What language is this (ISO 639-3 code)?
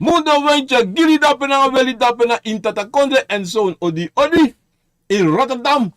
srn